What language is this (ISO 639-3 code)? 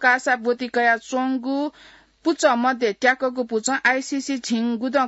new